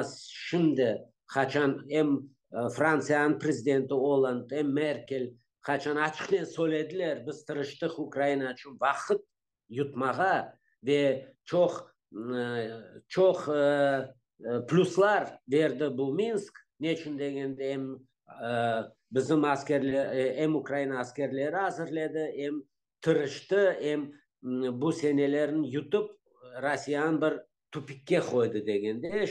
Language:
Crimean Tatar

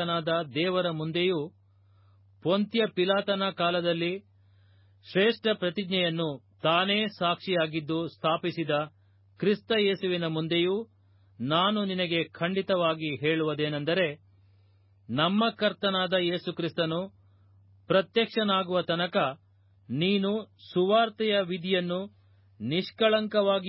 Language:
Kannada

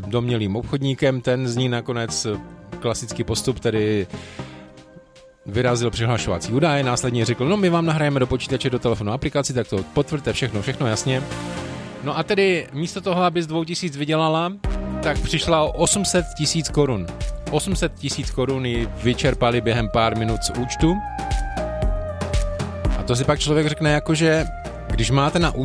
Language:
Czech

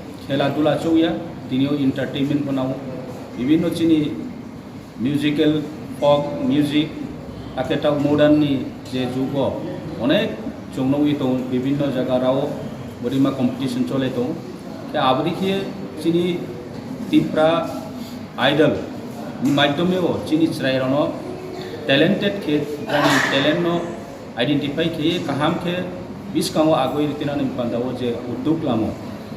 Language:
Riang (India)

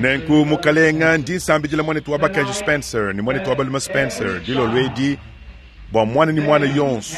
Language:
Luba-Lulua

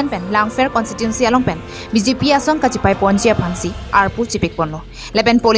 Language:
Karbi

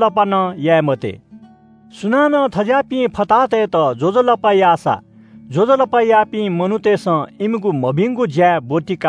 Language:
Newari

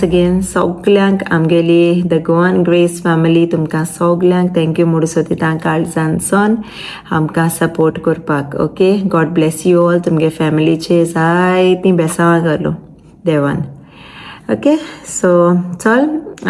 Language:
Konkani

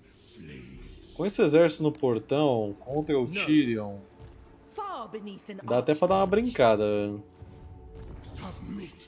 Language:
Portuguese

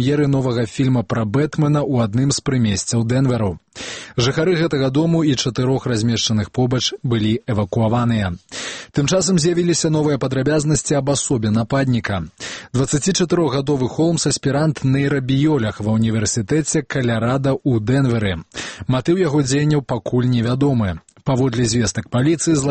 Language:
Belarusian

